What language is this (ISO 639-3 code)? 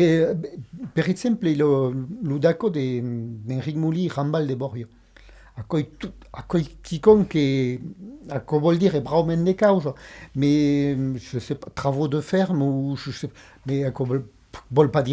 oci